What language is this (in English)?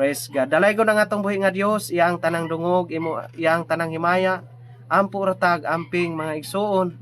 Cebuano